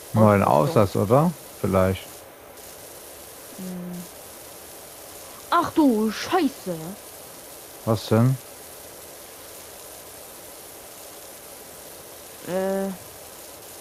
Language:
German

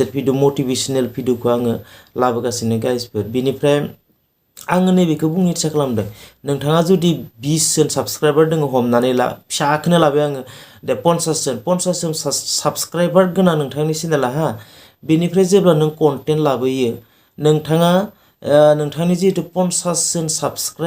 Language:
Bodo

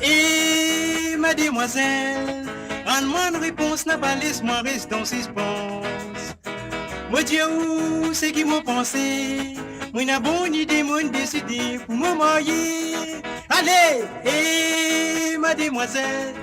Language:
Morisyen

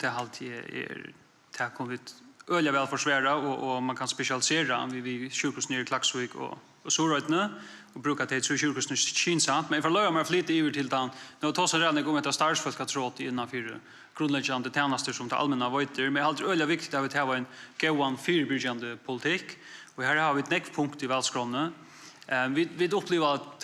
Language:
Faroese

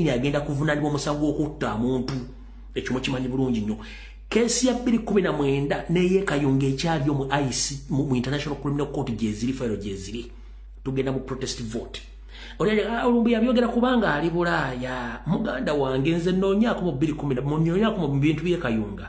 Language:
Ganda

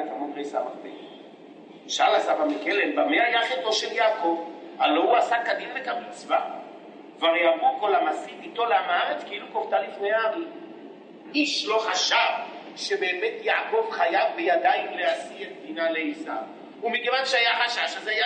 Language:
Hebrew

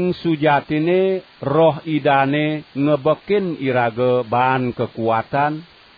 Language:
Balinese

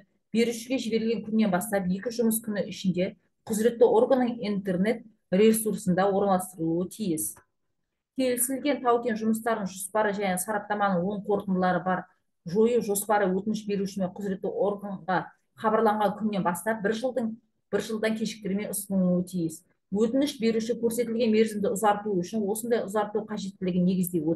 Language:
Kazakh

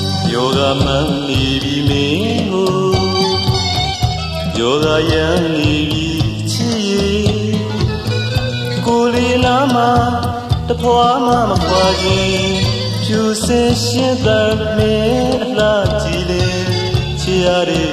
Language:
Burmese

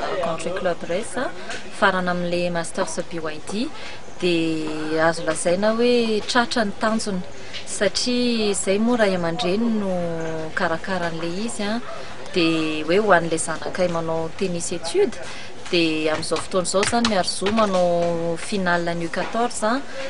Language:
Malagasy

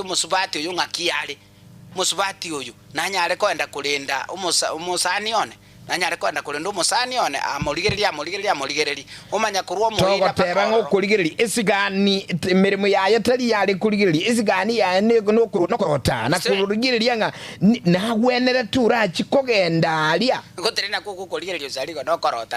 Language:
Gusii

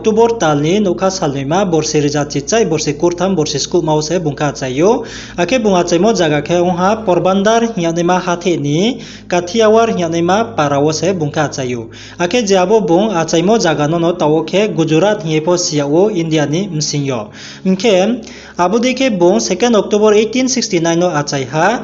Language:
Riang (India)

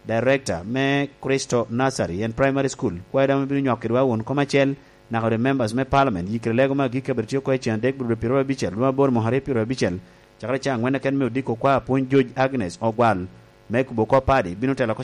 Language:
Lango (Uganda)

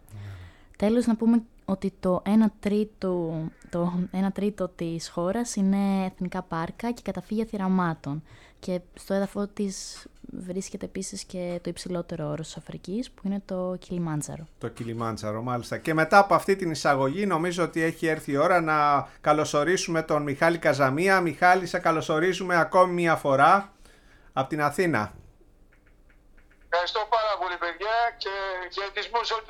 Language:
Greek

